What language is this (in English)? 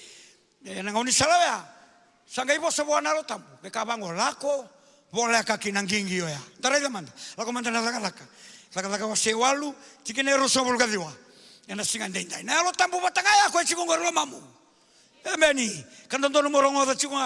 Fijian